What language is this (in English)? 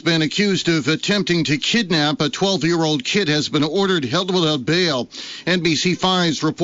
English